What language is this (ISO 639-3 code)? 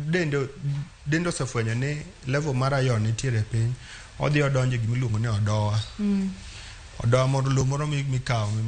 luo